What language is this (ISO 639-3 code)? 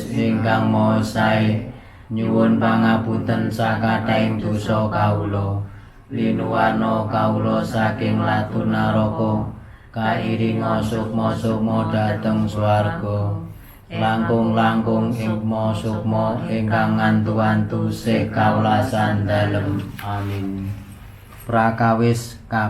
jav